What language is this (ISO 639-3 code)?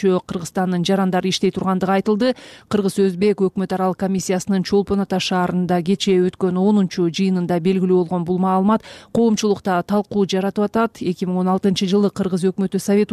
kir